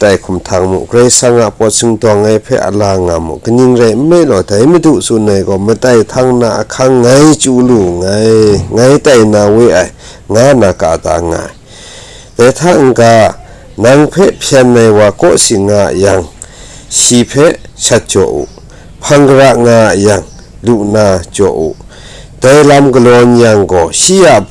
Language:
Kachin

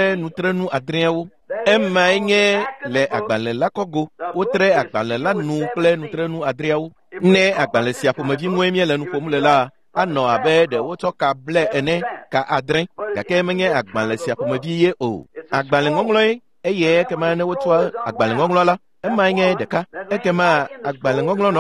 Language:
Ewe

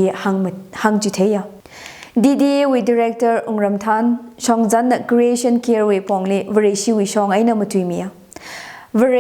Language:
Tangkhul Naga (India)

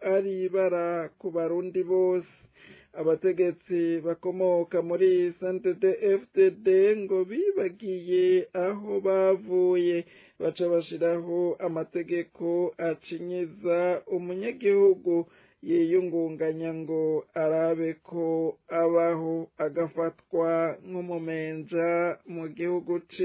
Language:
Rundi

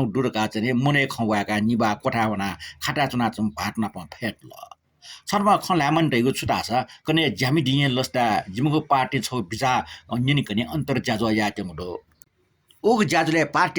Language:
Newari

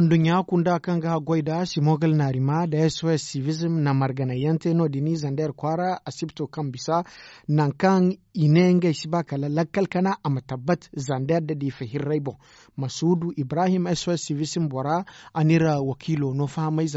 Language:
Zarma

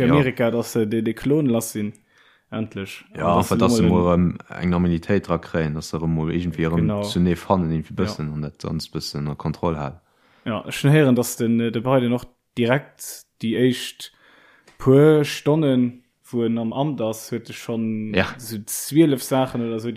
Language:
Luxembourgish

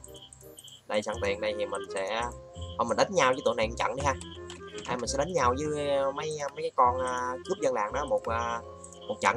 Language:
Vietnamese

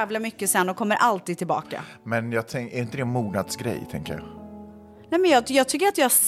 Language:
Swedish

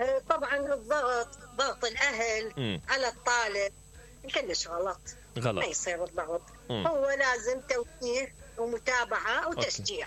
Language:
Mesopotamian Arabic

